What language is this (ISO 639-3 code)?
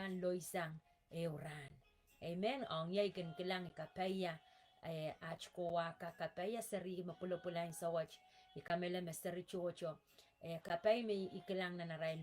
pon